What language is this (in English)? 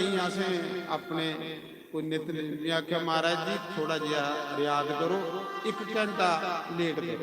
Dogri